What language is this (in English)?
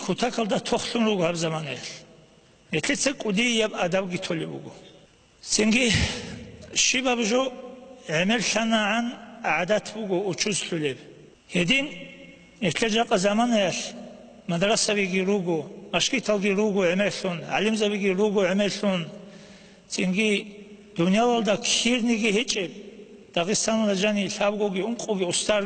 Avaric